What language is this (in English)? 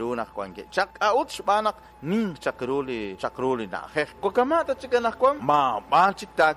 Kekchí